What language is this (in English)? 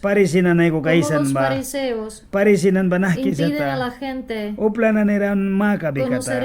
Mískito